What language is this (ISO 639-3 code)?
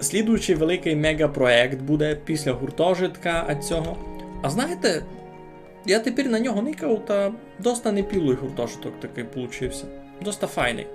rue